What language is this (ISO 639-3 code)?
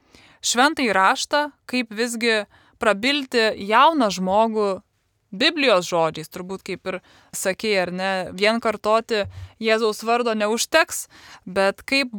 lit